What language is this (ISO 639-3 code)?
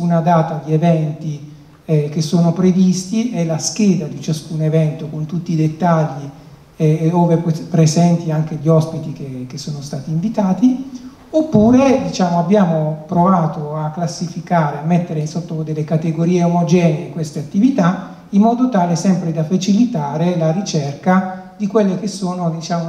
ita